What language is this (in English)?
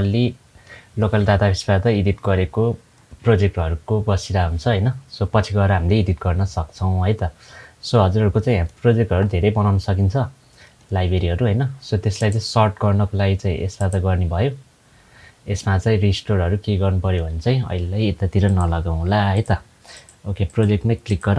Nepali